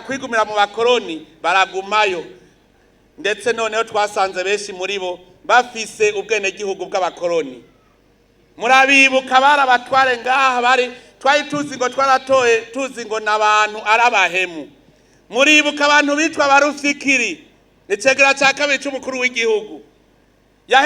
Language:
Rundi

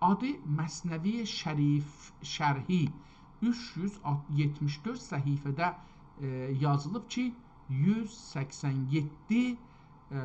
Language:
South Azerbaijani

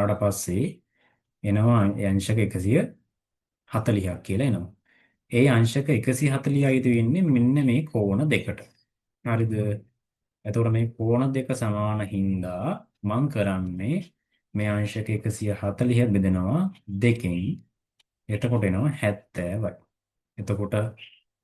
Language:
Sinhala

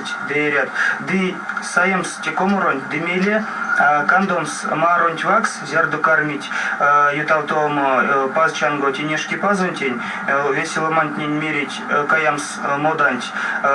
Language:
Erzya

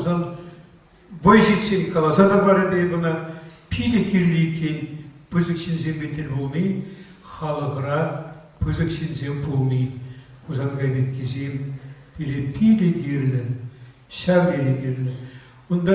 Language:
Chuvash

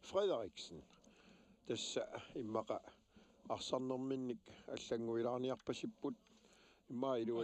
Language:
Kalaallisut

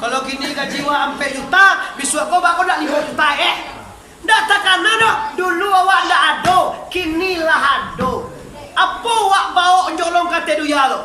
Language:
Minangkabau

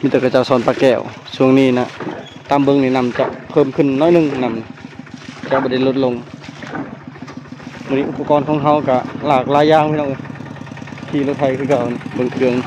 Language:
Lao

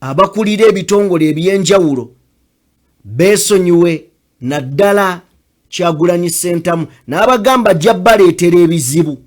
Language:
Ganda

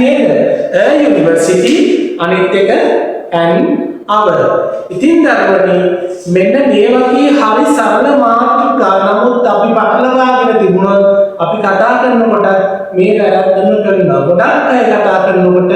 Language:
Sinhala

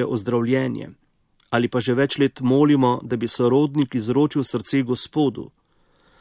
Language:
Slovenian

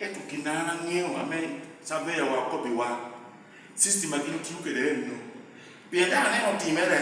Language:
Lango (Uganda)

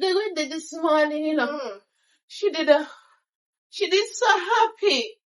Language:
Jamaican Creole English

